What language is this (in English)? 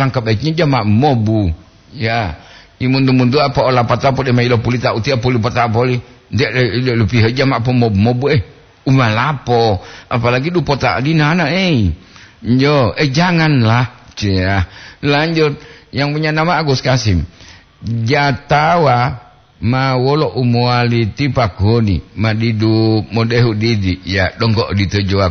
Gorontalo